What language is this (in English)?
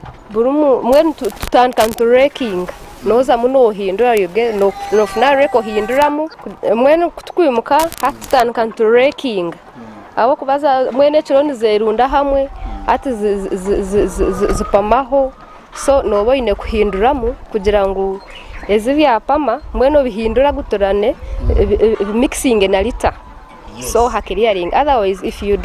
Nyankole